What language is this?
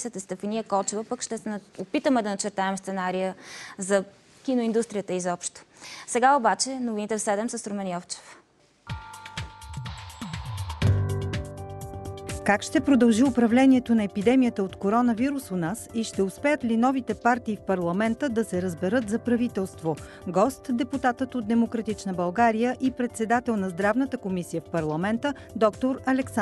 Bulgarian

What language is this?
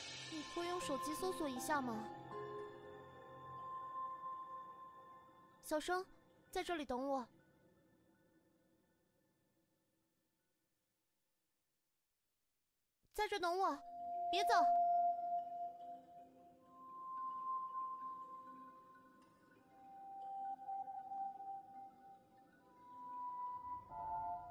Chinese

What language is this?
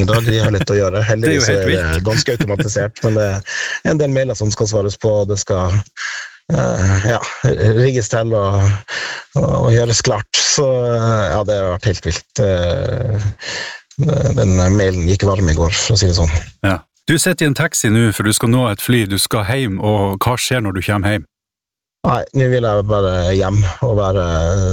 Norwegian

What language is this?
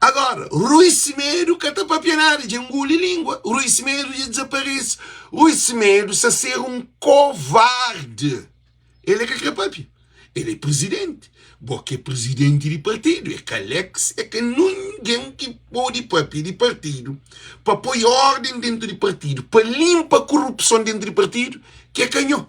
Kabuverdianu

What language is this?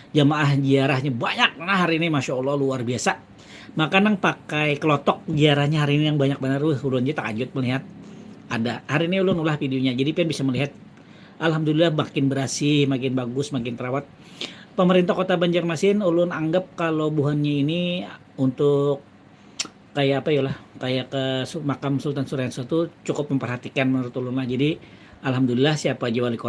Banjar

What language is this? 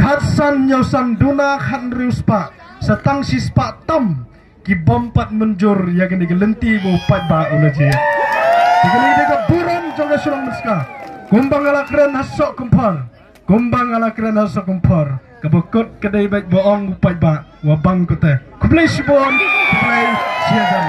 Khasi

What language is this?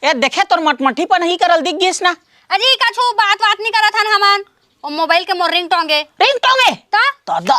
Chhattisgarhi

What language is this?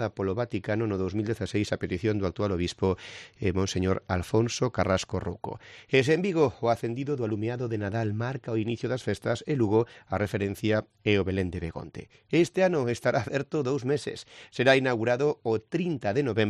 Galician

